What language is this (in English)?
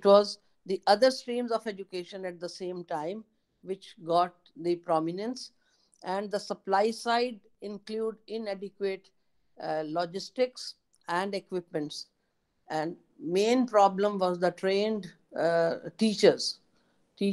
English